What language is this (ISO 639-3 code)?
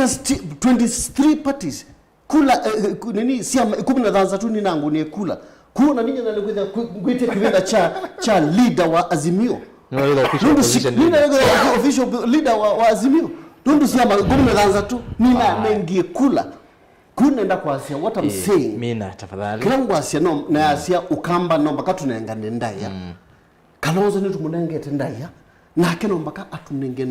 kam